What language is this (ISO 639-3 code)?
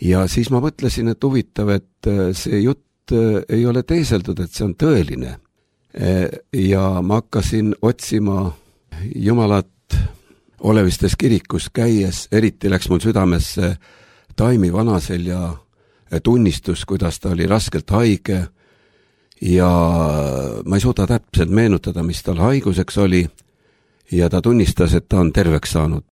est